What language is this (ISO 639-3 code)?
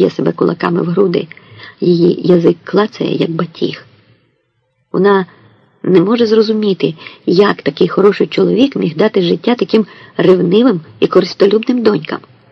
ukr